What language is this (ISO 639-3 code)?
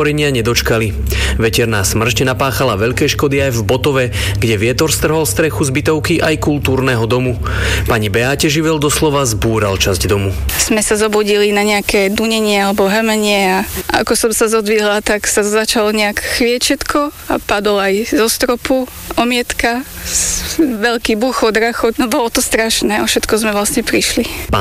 slk